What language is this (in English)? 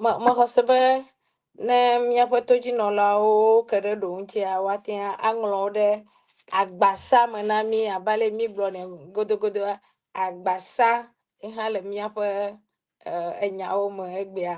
Ewe